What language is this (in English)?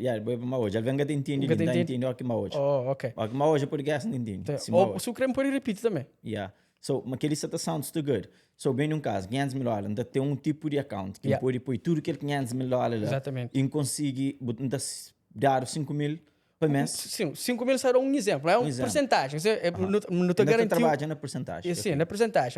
Kabuverdianu